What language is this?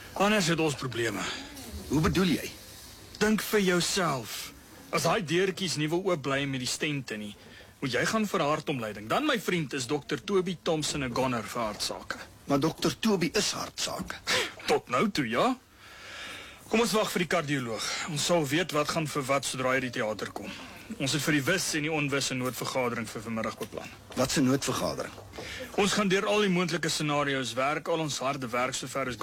Afrikaans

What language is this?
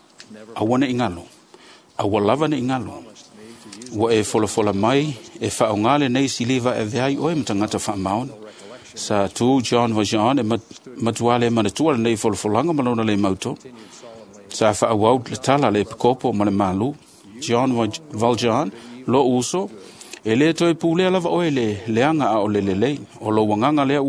Samoan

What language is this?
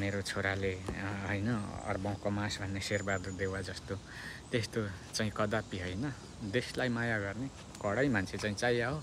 Nepali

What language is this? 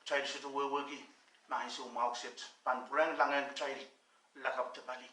Pohnpeian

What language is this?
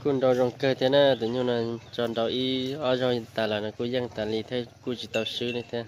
Hmong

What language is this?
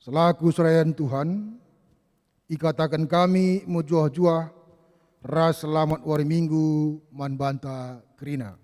Batak Karo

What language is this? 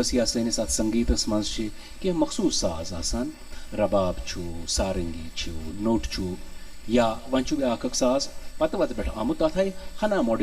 Kashmiri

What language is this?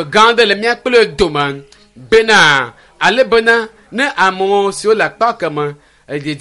Ewe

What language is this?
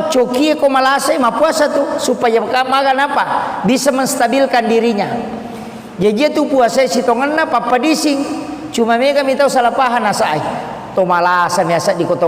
Buginese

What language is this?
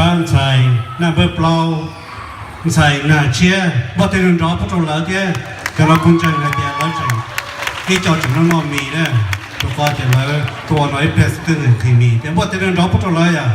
Hmong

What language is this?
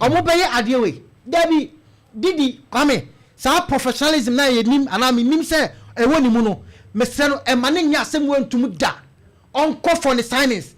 Akan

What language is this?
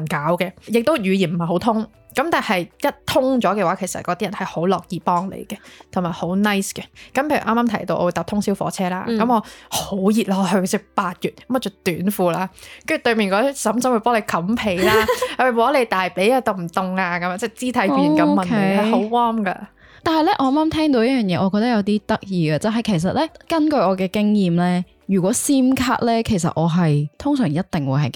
Cantonese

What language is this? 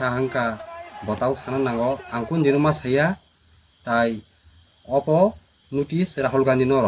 Kok Borok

